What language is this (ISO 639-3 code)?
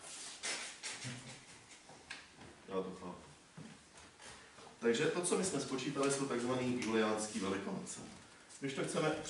ces